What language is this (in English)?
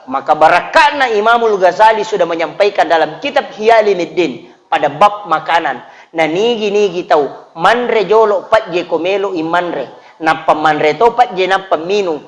Buginese